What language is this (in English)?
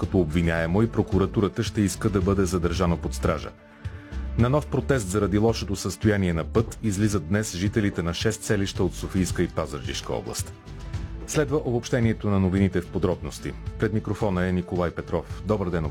Bulgarian